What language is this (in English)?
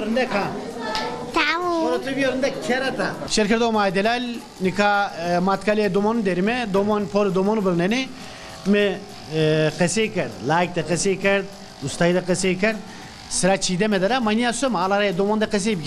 Zaza